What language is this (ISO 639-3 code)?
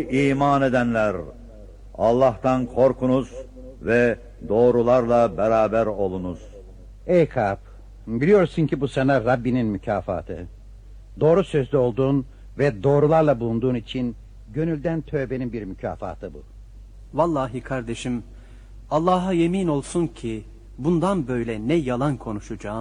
tur